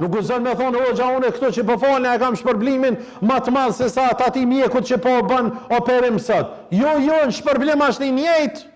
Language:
Albanian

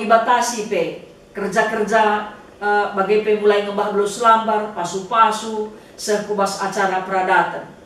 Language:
Batak Karo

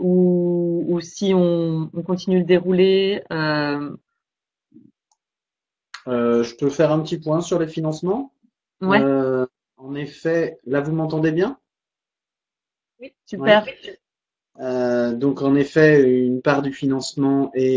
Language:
French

